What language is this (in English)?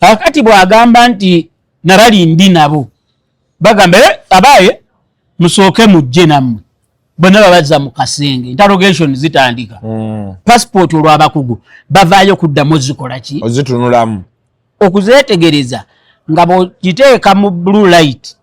Ganda